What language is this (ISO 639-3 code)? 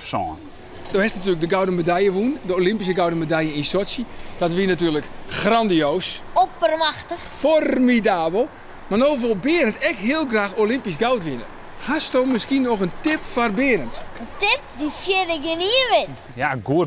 fry